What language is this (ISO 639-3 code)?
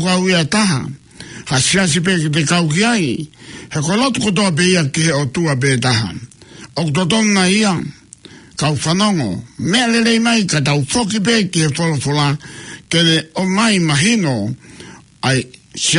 ton